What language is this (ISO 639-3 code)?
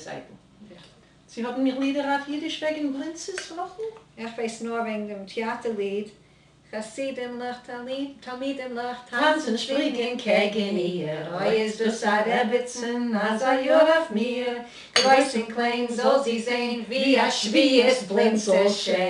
yid